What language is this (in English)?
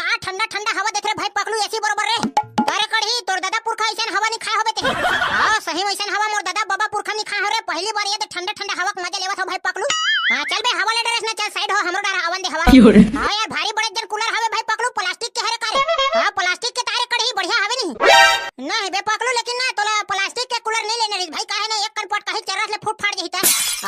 Chhattisgarhi